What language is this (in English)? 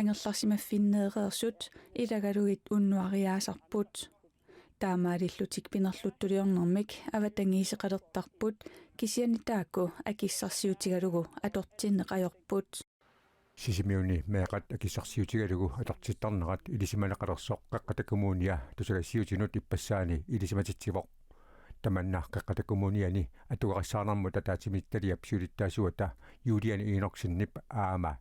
Kalaallisut